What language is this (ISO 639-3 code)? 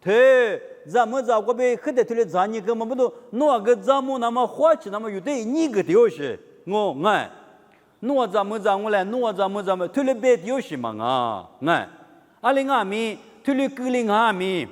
lis